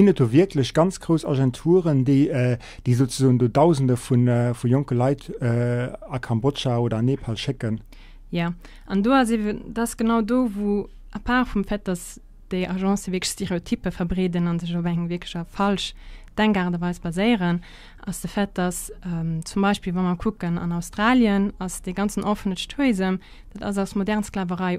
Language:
Luxembourgish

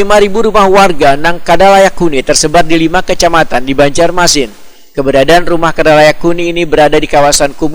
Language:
Banjar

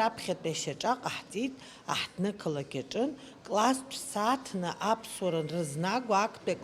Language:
Abkhazian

